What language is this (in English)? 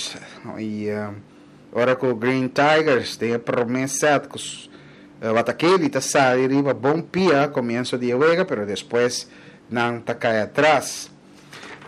Papiamento